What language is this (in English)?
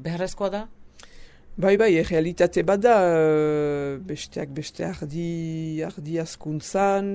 Basque